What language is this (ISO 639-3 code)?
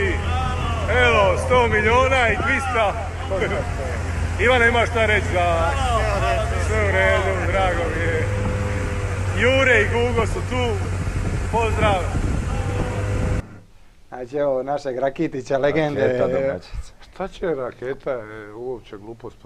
hrv